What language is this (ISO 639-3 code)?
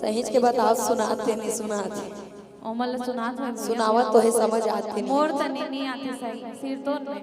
hne